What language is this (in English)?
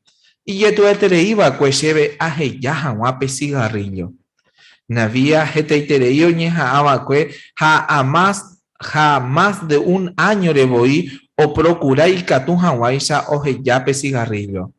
Guarani